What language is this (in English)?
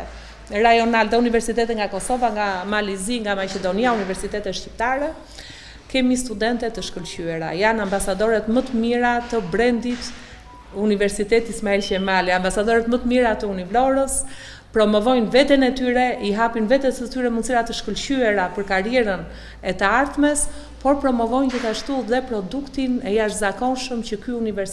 Albanian